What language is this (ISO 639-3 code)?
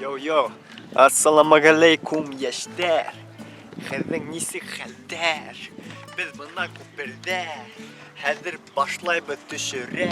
bak